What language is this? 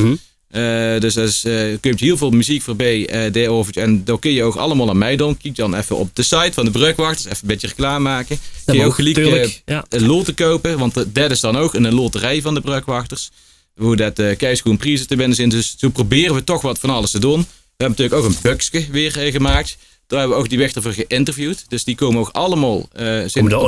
Limburgish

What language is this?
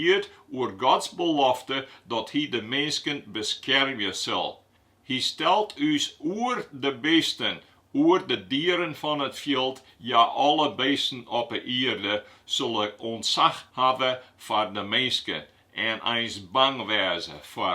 Western Frisian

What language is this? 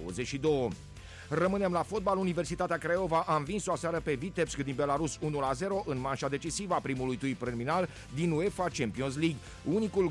Romanian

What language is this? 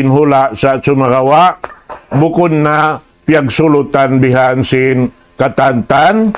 Tausug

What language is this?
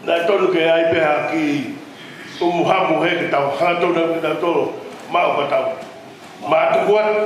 Tongan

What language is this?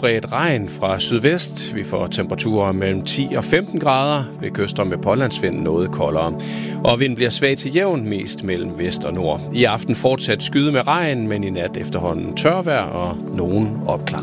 Danish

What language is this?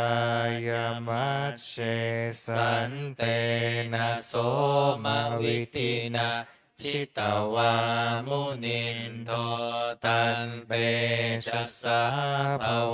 Pali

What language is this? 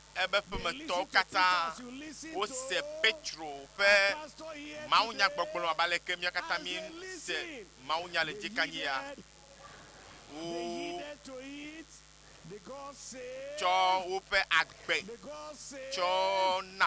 Ewe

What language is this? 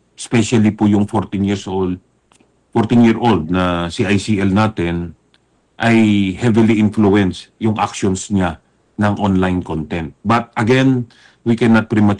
Filipino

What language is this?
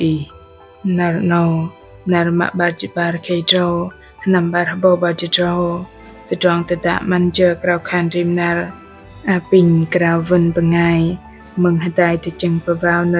Bahnar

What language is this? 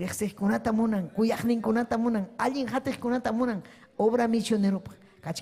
Ayacucho Quechua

